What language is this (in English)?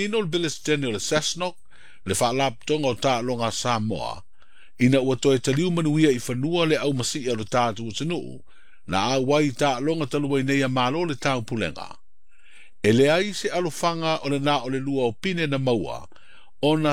Samoan